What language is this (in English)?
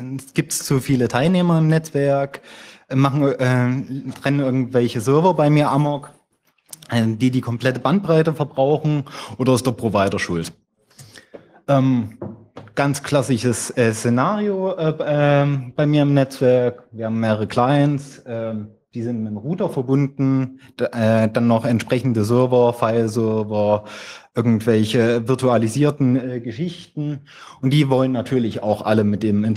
German